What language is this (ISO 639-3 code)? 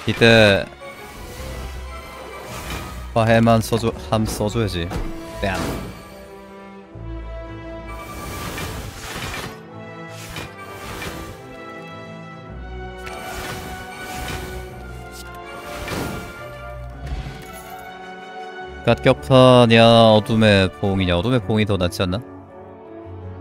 kor